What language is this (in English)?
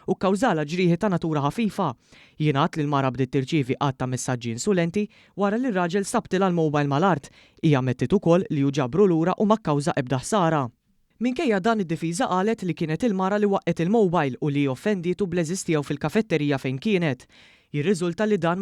Maltese